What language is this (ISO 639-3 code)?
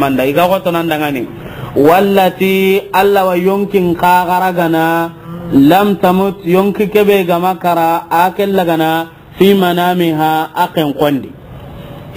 snk